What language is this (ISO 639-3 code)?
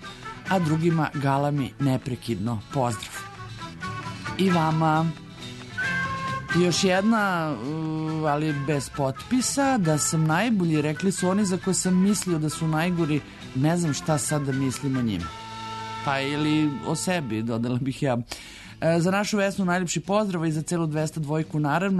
srp